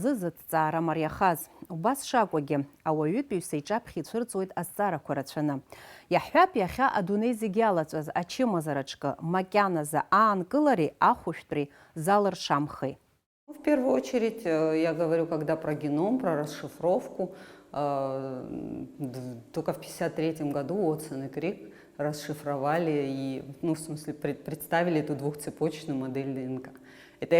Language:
Abkhazian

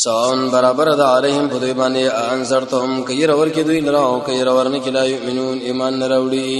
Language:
Pashto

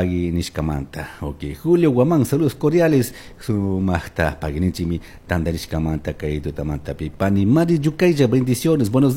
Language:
Chimborazo Highland Quichua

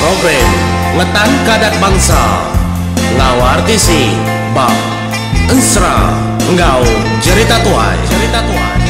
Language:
Iban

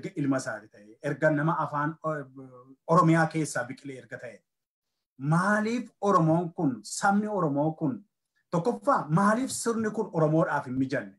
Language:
Oromo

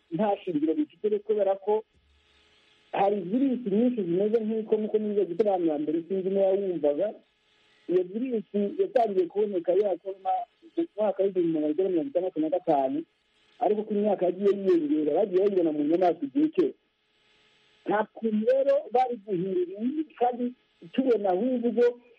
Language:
Kinyarwanda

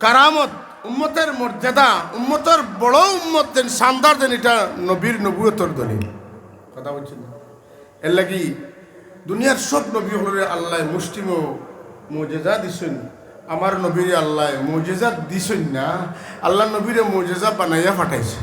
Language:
Sylheti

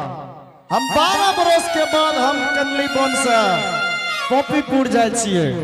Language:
Angika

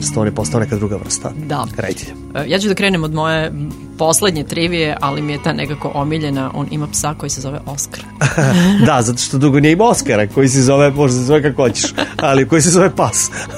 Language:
Serbian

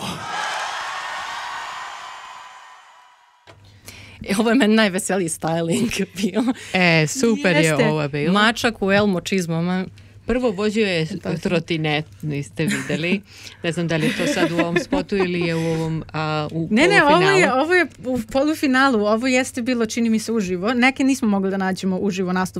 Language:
Serbian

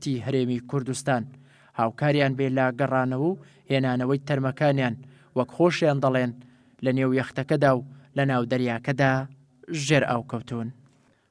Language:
Central Kurdish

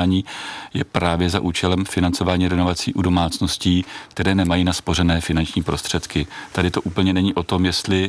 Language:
Czech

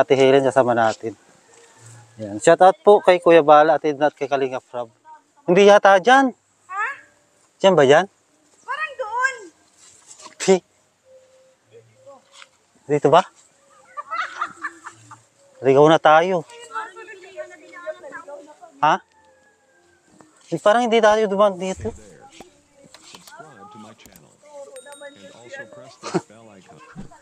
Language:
Filipino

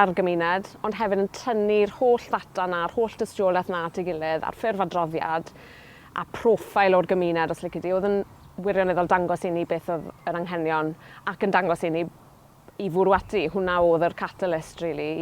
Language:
Welsh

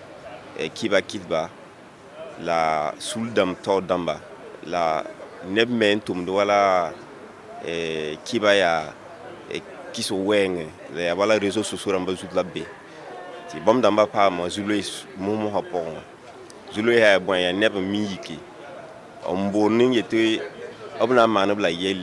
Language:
Mossi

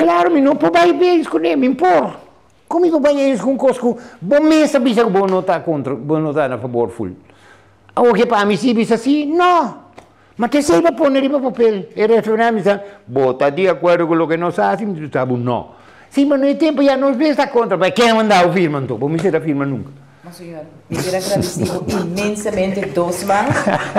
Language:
Papiamento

